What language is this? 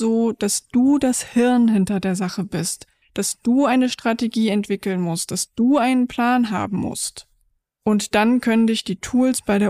German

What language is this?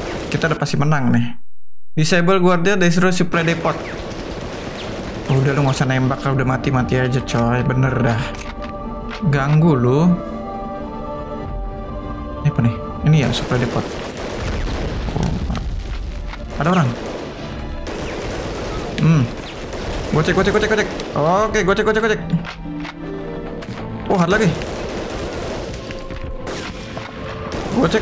Indonesian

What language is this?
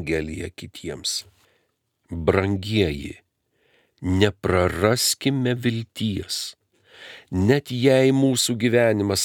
Lithuanian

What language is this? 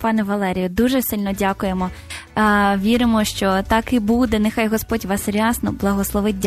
Ukrainian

